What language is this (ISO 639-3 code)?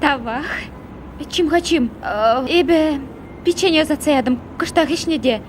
chv